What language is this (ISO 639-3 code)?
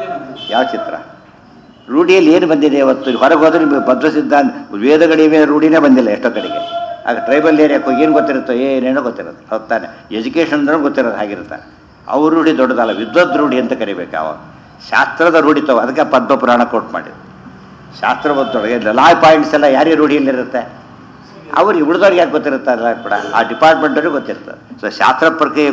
kan